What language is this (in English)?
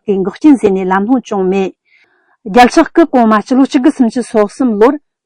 Tibetan